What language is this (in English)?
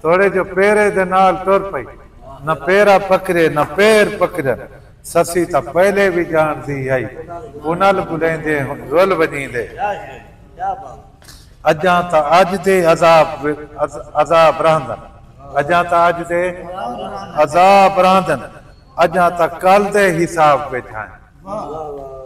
Saraiki